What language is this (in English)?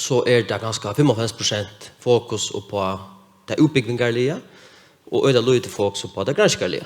Faroese